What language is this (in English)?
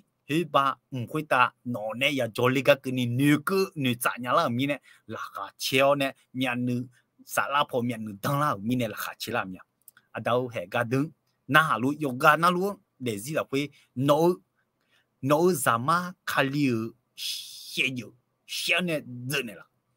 Akha